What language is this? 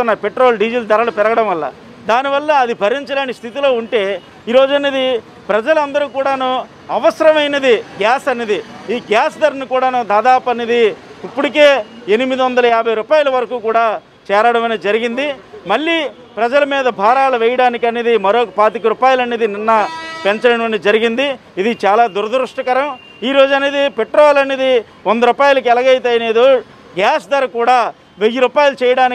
Telugu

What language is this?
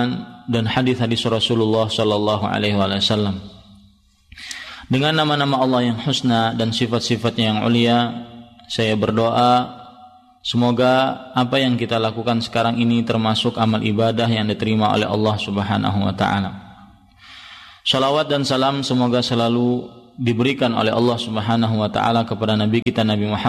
Indonesian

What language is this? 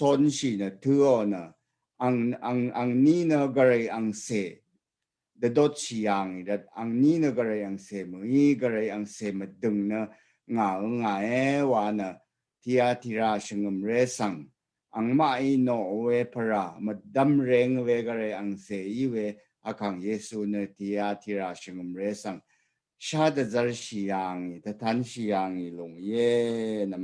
Rawang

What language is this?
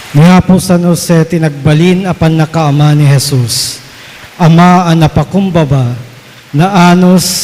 Iloko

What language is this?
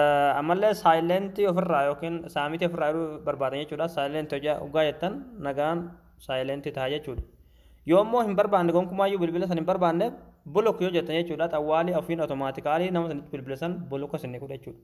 Oromo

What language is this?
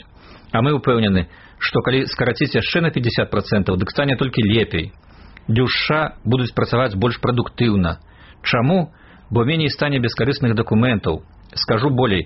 Belarusian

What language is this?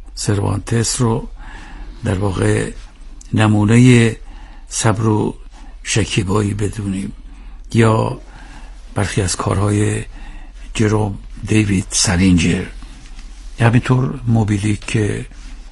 Persian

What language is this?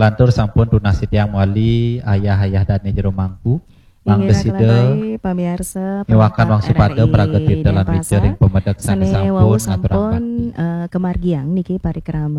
Balinese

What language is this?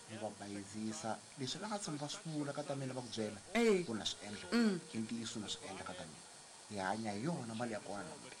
Tsonga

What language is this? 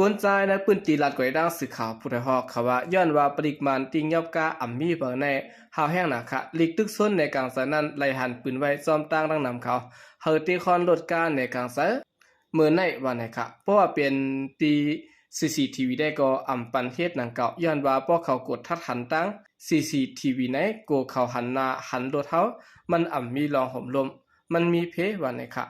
Shan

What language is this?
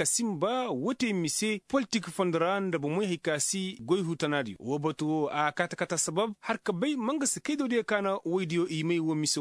Koyraboro Senni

